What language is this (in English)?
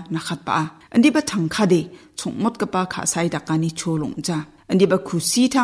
Garo